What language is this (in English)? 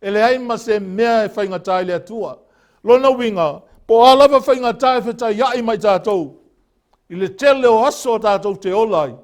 Samoan